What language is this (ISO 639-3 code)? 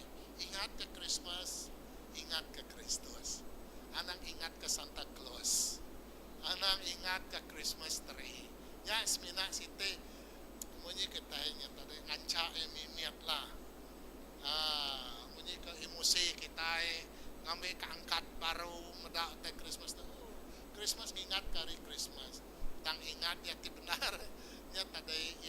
iba